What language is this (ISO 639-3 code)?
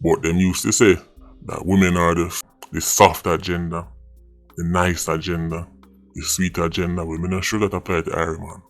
jam